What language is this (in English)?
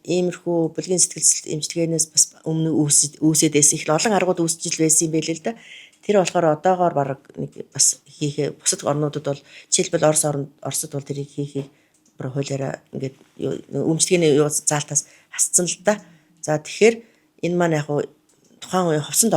Mongolian